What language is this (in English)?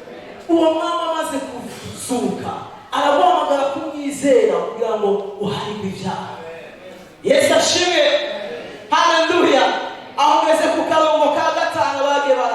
Rundi